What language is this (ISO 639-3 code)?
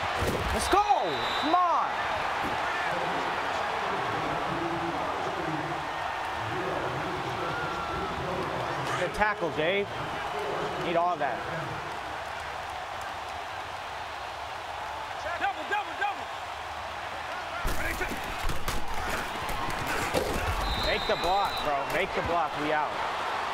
eng